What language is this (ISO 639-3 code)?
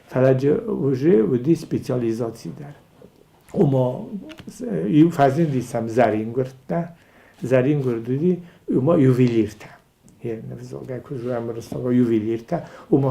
oss